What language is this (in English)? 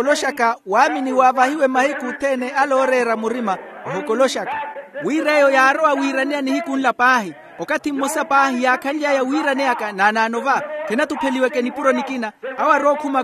Makhuwa